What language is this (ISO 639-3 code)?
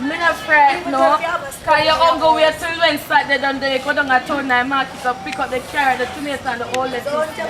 jam